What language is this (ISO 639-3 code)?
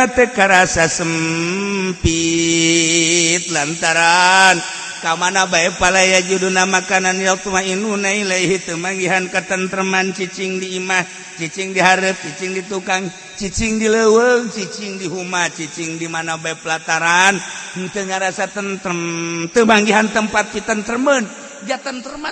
sun